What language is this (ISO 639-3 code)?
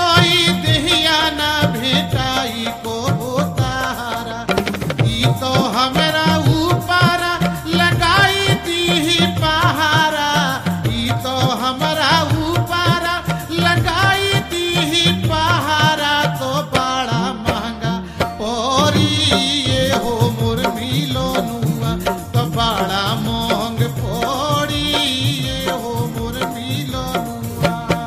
bho